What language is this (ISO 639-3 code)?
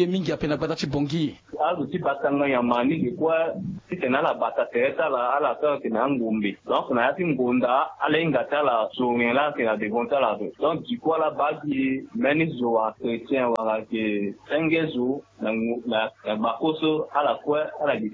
sag